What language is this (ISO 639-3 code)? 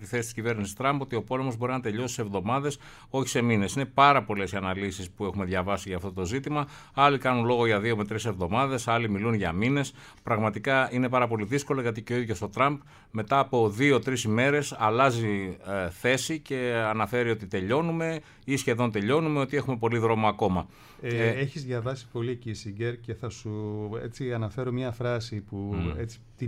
ell